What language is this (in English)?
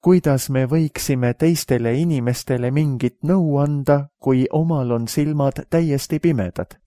Estonian